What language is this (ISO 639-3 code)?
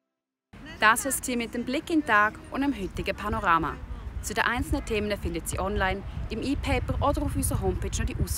gsw